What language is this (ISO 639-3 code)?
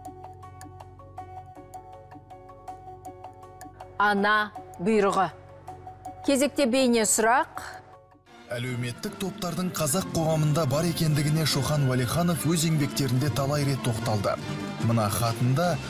kaz